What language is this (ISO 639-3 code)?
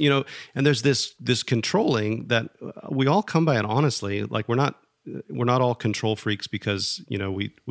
eng